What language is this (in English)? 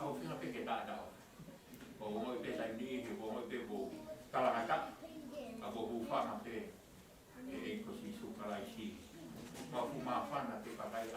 Tongan